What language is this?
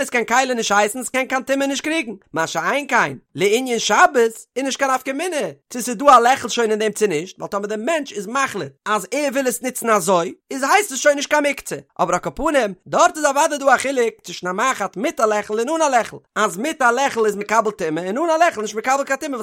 Yiddish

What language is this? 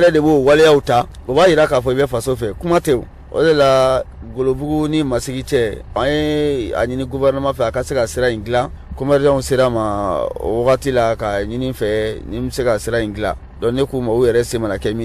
Bambara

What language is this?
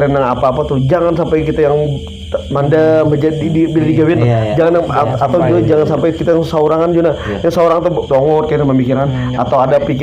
Banjar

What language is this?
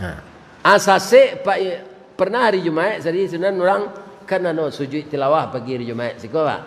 Minangkabau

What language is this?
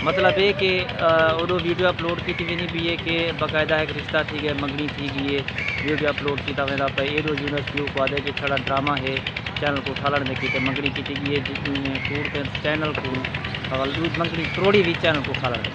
Saraiki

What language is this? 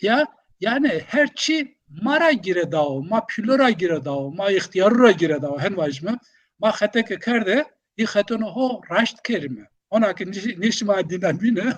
Zaza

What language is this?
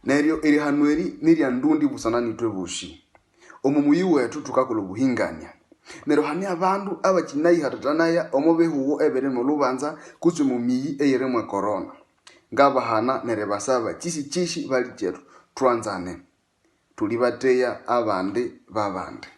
Nande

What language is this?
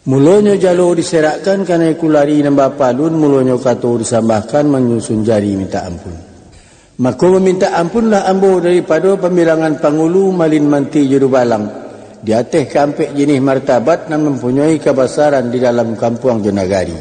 Minangkabau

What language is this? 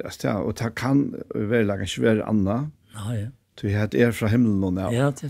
Faroese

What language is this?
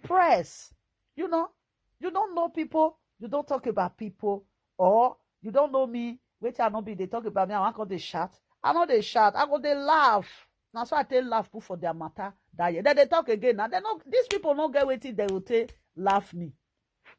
Nigerian Pidgin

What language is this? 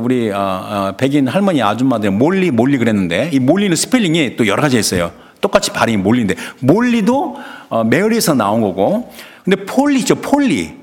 Korean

